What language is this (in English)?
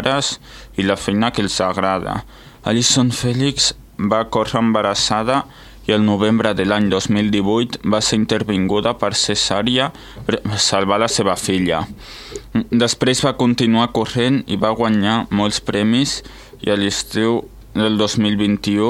Catalan